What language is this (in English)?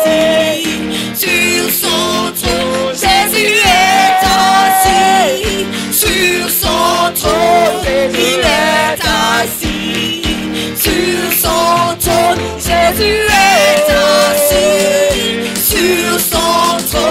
French